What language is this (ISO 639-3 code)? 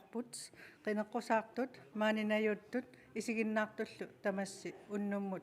kal